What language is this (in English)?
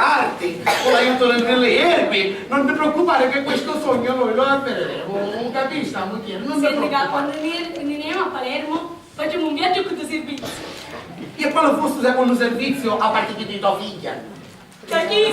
Sicilian